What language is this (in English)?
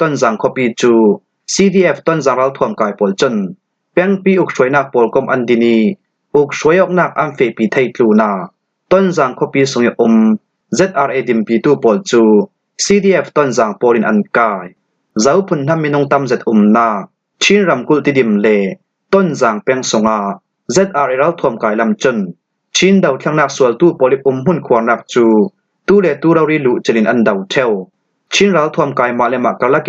Falam Chin